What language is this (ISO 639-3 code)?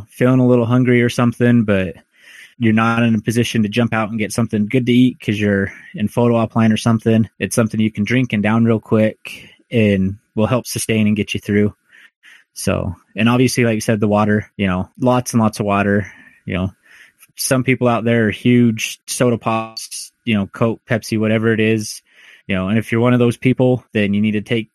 eng